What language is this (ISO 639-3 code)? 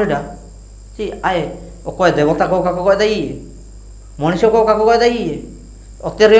hoc